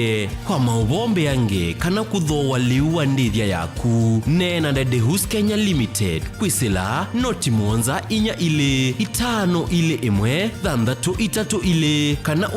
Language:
Kamba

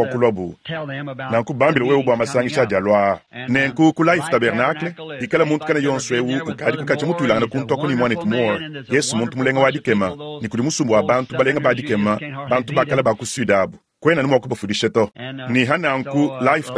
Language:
Luba-Lulua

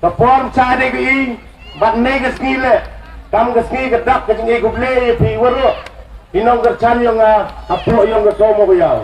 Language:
Khasi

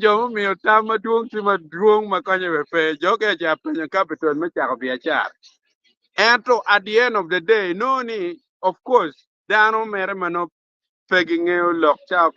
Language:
Acoli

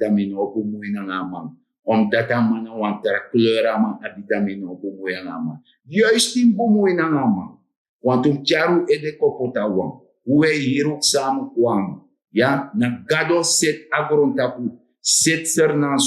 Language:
Sranan Tongo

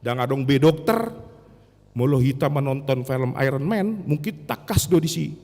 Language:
Batak Toba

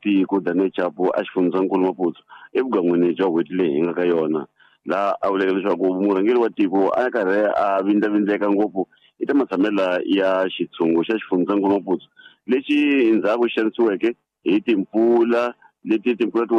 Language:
Tsonga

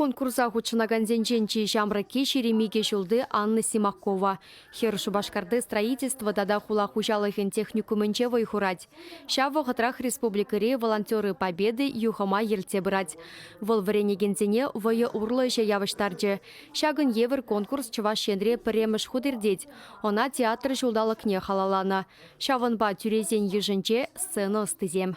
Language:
Chuvash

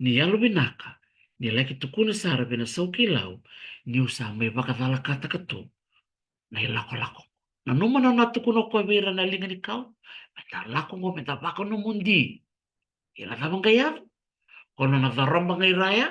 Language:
Fijian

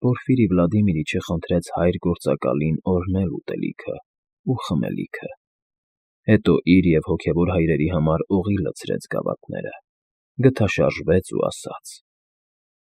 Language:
Armenian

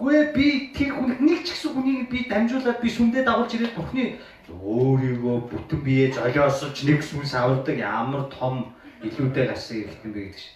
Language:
Mongolian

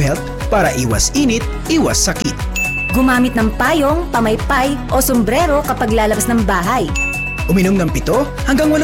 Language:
Filipino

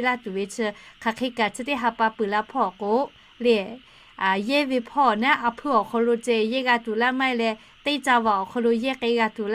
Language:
Lahu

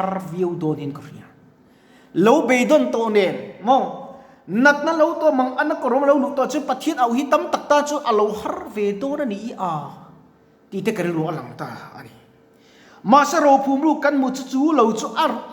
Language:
Mizo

